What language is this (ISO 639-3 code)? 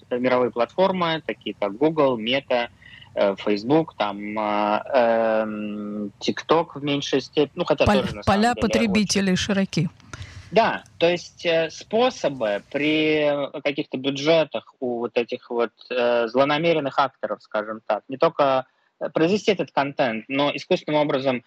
rus